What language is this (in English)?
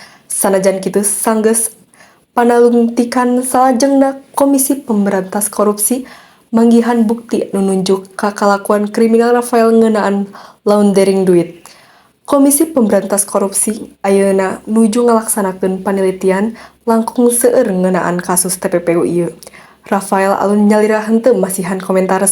Sundanese